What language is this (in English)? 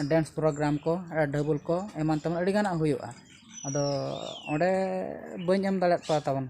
Santali